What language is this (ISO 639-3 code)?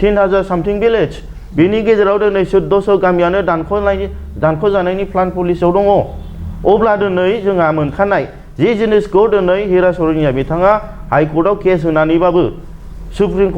brx